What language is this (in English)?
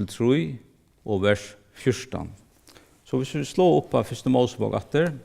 Faroese